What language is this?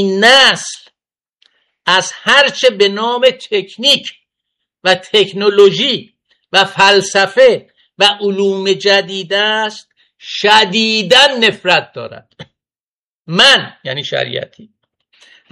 Persian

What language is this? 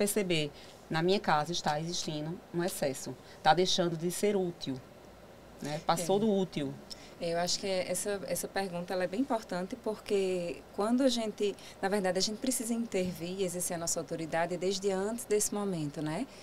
Portuguese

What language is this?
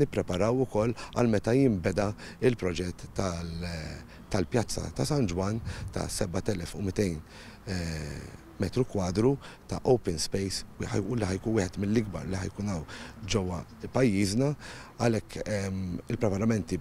Maltese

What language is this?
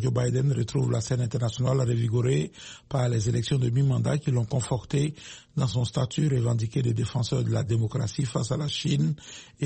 French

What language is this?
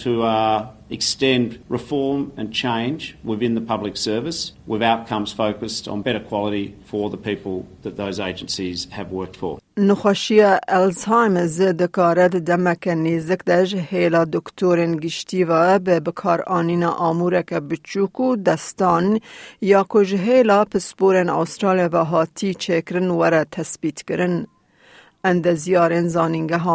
Kurdish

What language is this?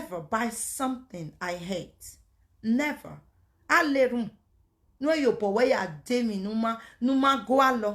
Nigerian Pidgin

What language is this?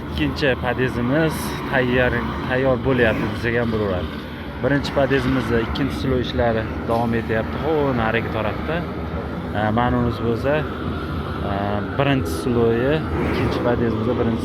Uzbek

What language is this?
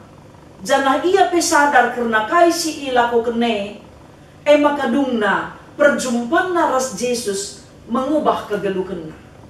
Batak Karo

